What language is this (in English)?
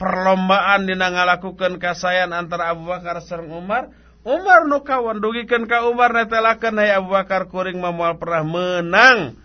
Sundanese